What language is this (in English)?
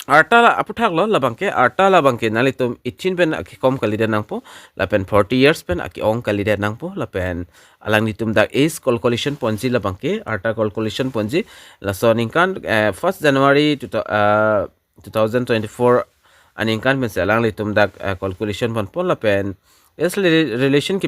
Karbi